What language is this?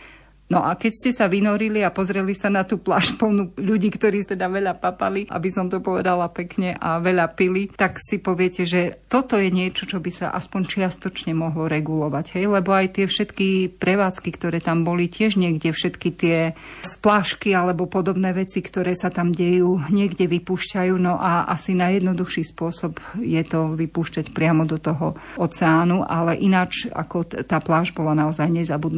Slovak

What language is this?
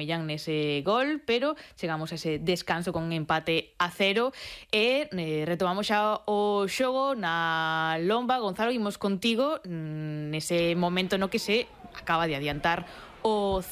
Galician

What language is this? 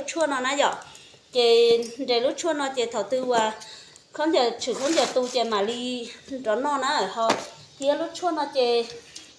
Hmong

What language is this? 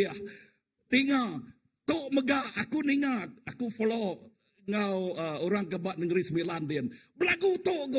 Iban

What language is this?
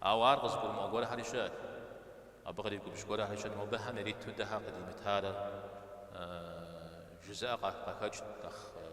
Kabardian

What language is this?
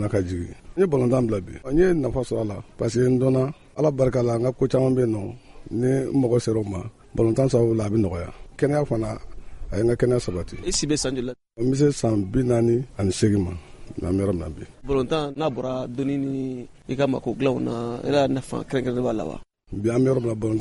Bambara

